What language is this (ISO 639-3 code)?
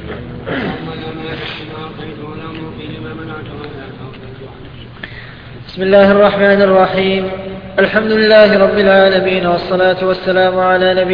ara